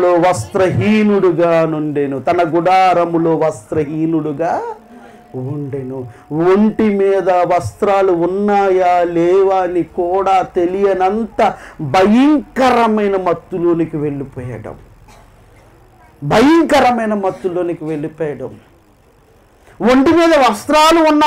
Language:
Telugu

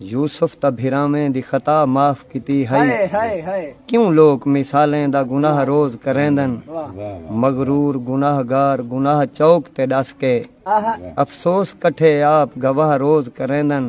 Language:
Saraiki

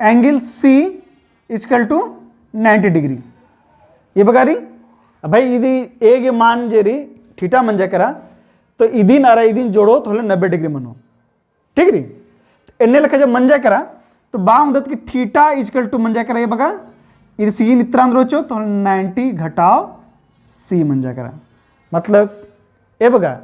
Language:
Kurukh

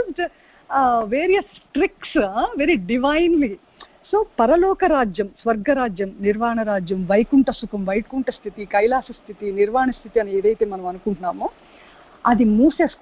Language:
Telugu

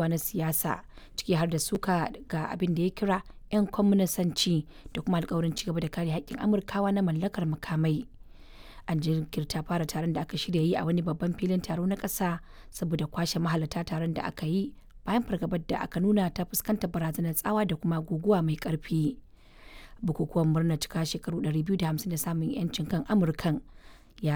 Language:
Hausa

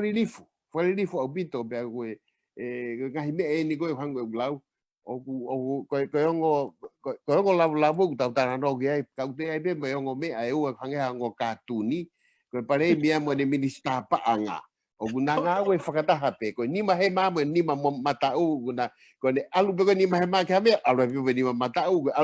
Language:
Tongan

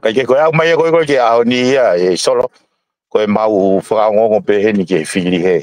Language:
Tongan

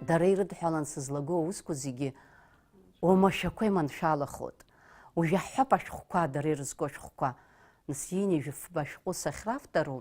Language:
Abkhazian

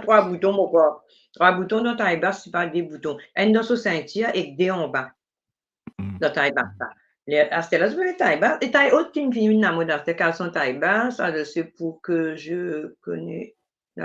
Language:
Morisyen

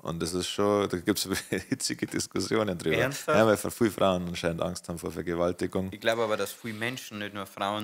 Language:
Bavarian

